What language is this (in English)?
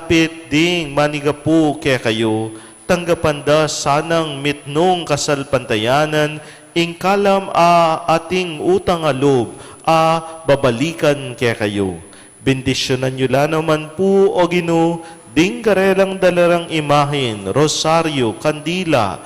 Pampanga